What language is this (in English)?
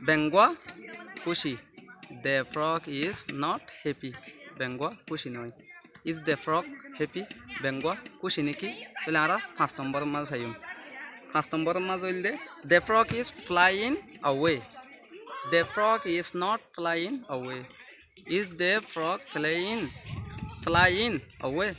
Rohingya